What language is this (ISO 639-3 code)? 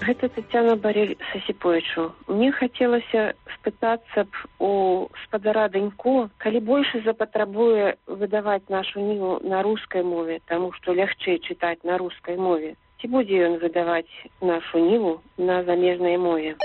bel